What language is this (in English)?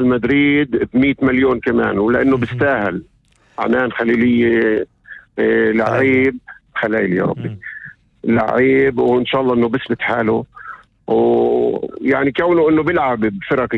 North Levantine Arabic